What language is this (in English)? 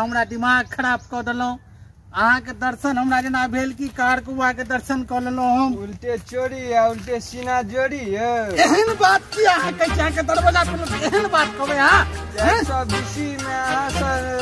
Maithili